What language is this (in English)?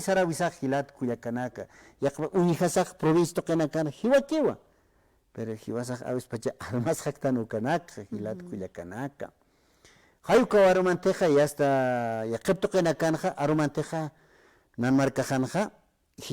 Aymara